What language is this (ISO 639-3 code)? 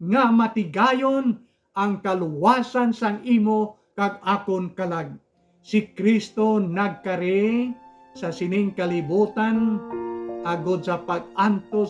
hil